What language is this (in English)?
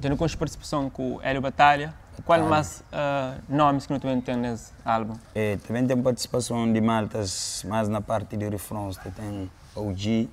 Kabuverdianu